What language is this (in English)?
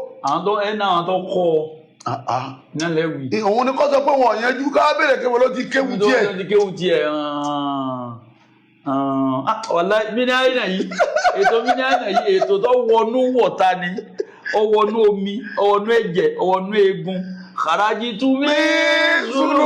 Yoruba